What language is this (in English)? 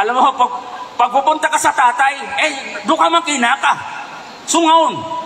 Maranao